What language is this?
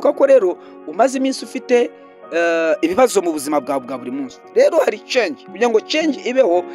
Kinyarwanda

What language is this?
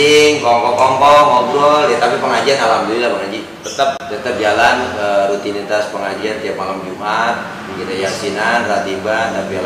Betawi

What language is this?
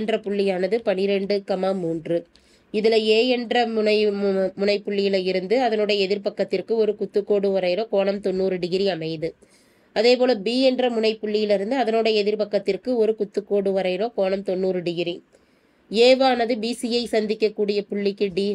Tamil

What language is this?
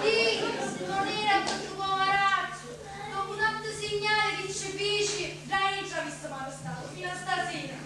Sicilian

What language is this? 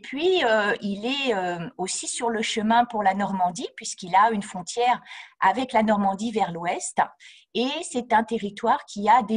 French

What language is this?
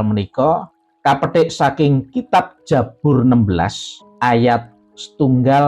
Javanese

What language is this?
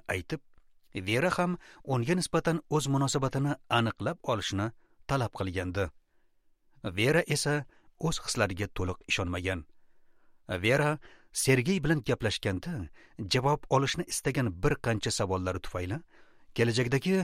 Uzbek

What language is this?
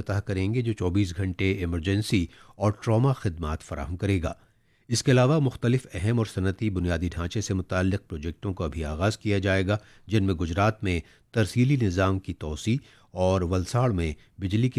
Urdu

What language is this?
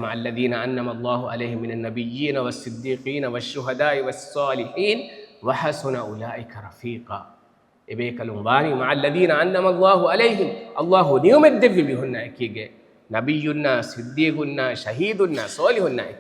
Divehi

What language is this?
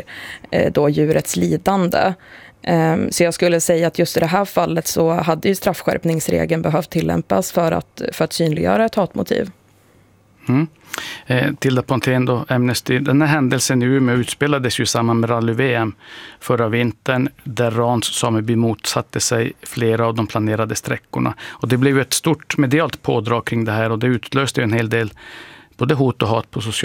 Swedish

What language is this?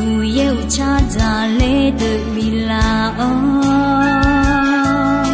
Akha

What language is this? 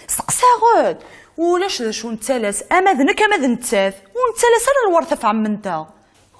Kabyle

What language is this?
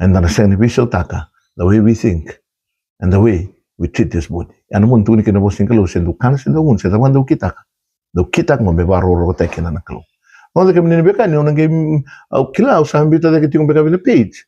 Fijian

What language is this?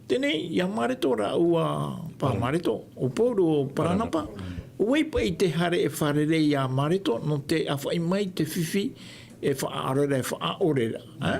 Tahitian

